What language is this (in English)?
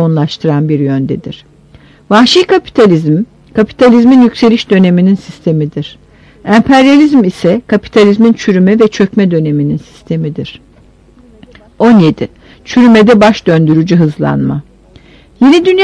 Turkish